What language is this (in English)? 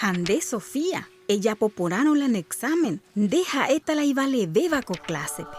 Guarani